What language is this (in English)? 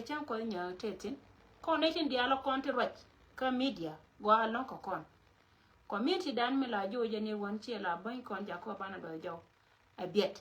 Nuer